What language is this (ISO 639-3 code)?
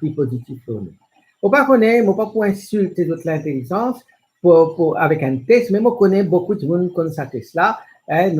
mfe